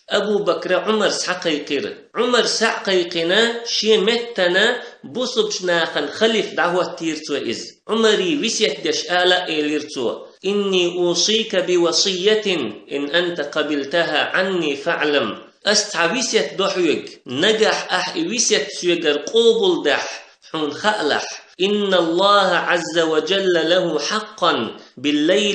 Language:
Chechen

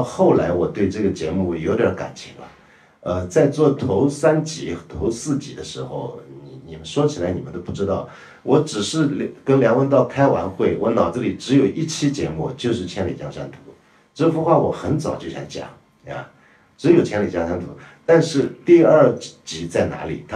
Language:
Chinese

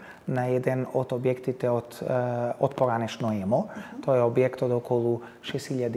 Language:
Macedonian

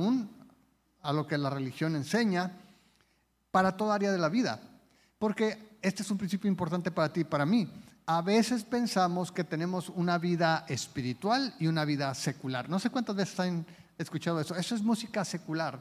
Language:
Spanish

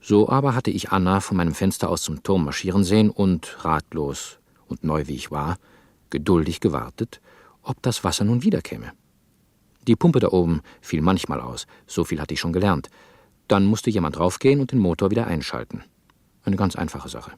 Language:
Swiss German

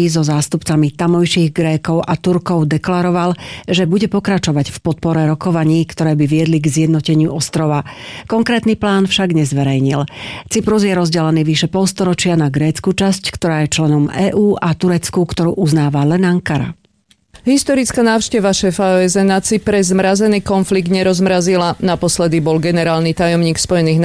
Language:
Slovak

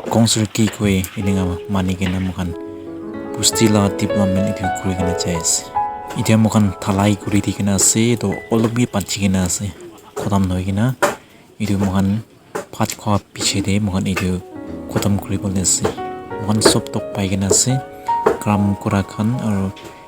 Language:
Naga Pidgin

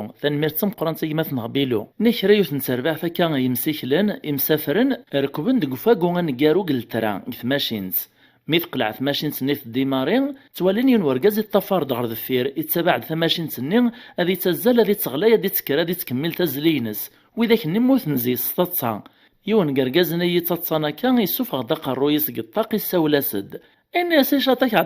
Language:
Kabyle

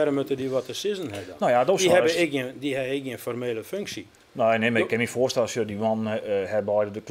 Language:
Western Frisian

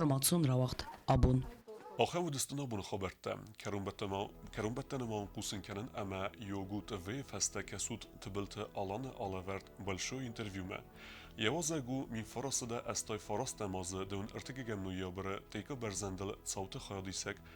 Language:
Ossetic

